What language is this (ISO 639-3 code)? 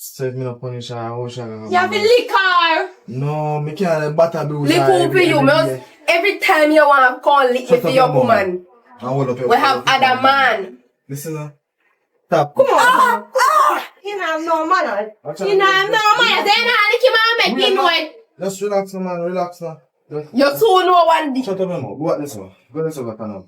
jam